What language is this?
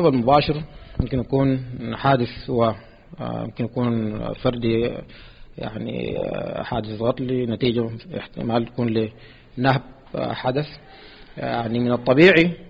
Sudanese Arabic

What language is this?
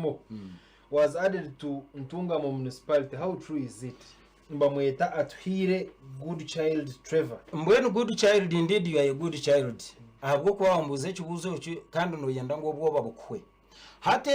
Nyankole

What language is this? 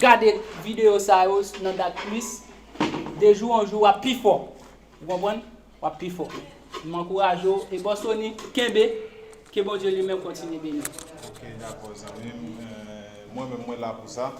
Haitian Creole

